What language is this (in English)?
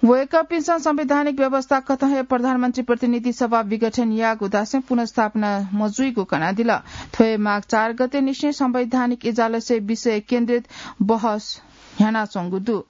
Newari